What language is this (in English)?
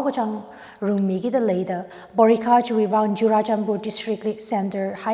Tangkhul Naga (India)